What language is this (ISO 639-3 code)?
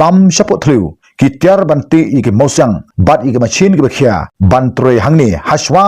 kha